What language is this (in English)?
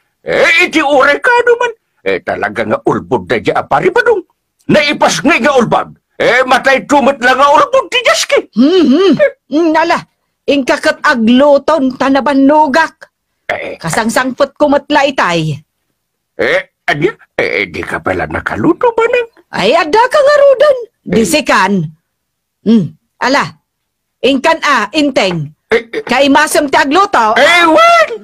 Iloko